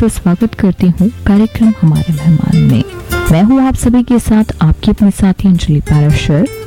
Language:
Hindi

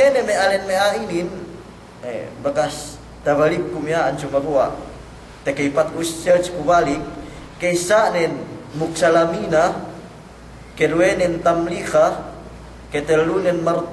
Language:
Yakan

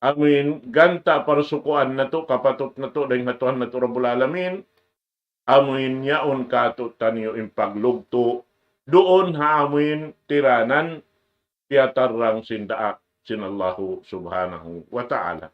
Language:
Tausug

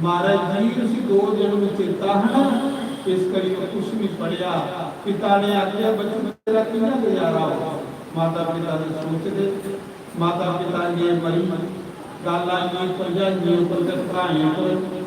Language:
Dogri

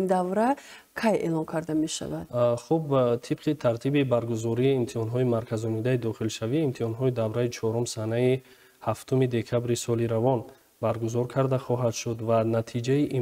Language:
Tajik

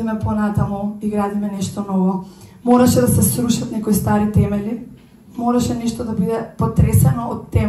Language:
Macedonian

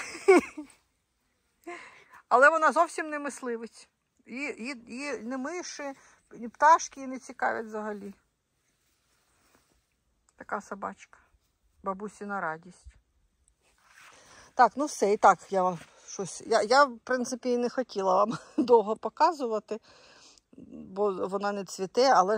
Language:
Ukrainian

